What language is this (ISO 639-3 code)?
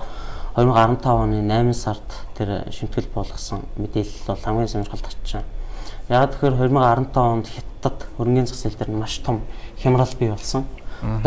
mon